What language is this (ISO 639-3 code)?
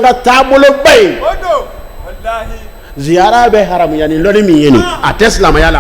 bam